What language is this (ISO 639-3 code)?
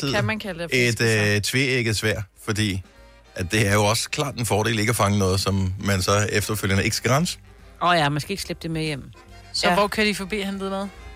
dan